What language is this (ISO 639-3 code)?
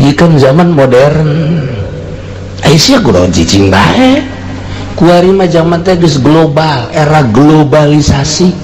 sun